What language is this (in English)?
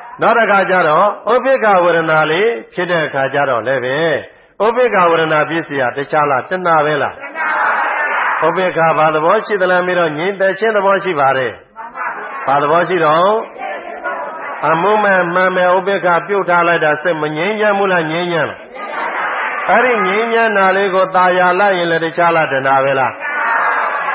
Burmese